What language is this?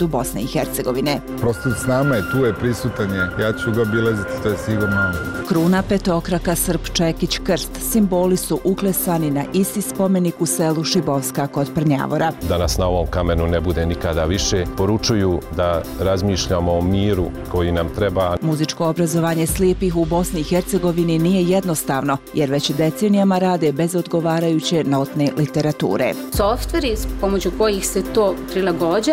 Bosnian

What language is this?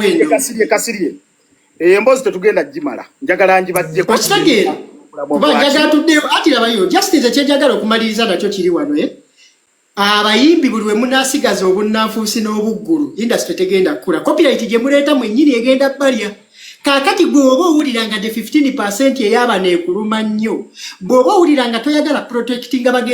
Ganda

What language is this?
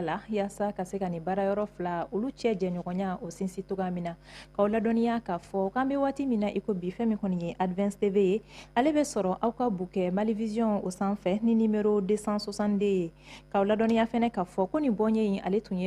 Bambara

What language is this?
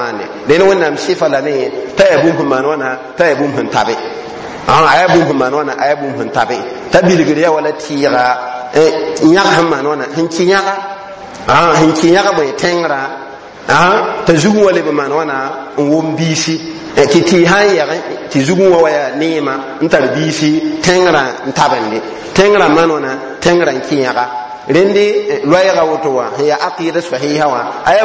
Mossi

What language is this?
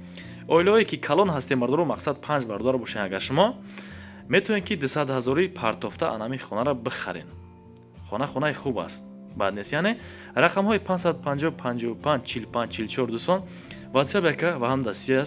Tajik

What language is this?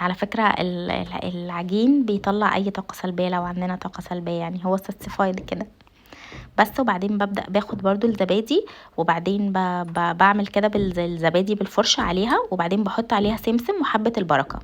Egyptian Arabic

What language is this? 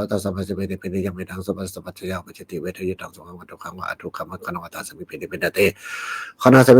Pali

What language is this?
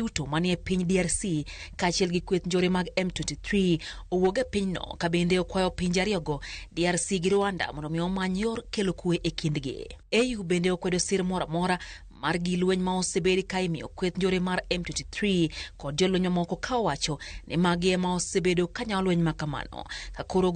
Luo (Kenya and Tanzania)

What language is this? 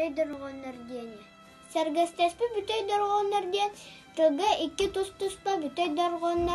Yakut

